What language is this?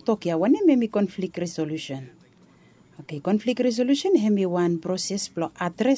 Bislama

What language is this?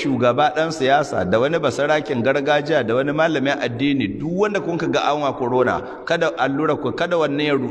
Hausa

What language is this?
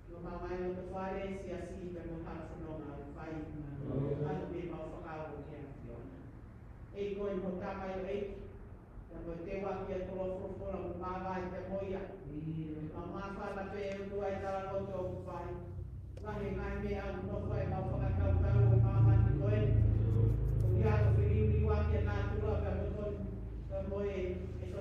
Tongan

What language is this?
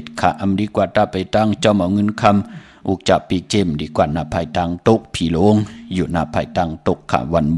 Shan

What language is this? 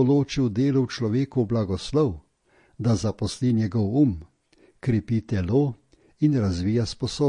Slovenian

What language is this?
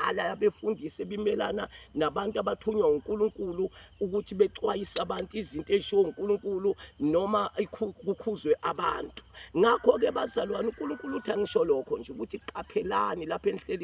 Zulu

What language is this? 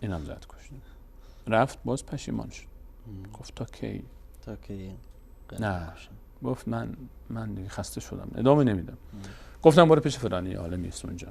Persian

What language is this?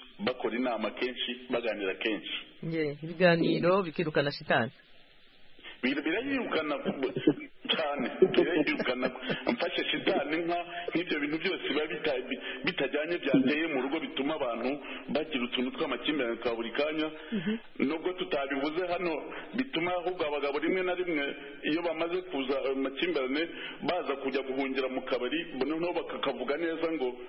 Kinyarwanda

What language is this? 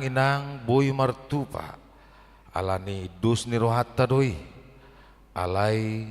Batak Toba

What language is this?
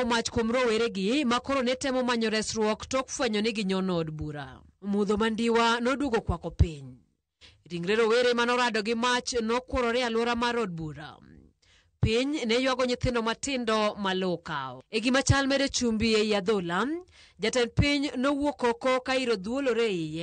Luo (Kenya and Tanzania)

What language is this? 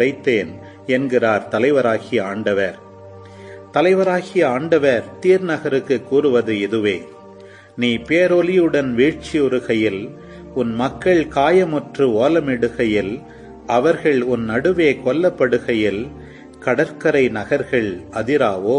Tamil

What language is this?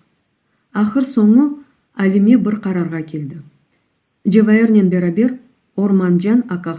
Crimean Tatar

